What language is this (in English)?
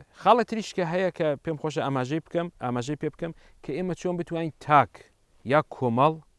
Central Kurdish